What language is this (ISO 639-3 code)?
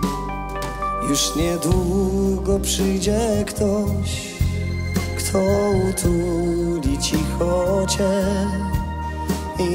pol